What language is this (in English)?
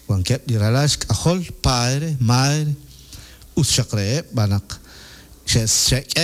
Kekchí